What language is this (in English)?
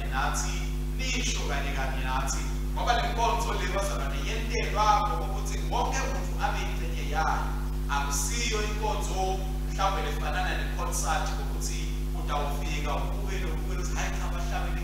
Swati